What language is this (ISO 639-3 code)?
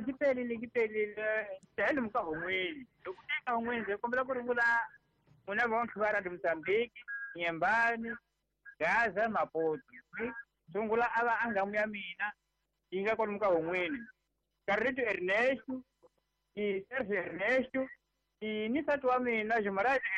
tso